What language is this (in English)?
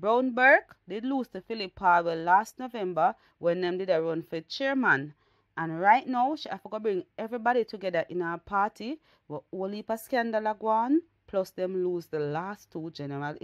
Jamaican Creole English